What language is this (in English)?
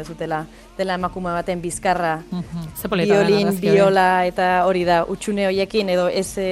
Basque